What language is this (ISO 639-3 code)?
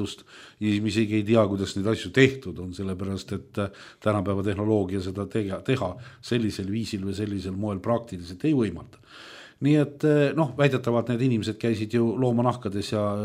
est